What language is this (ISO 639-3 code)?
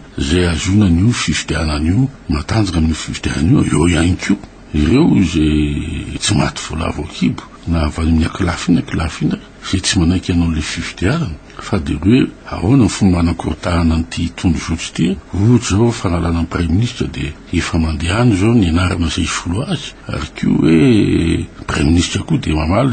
mlg